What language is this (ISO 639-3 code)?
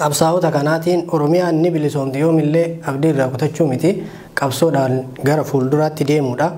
orm